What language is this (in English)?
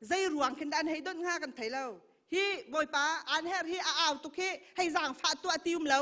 Hakha Chin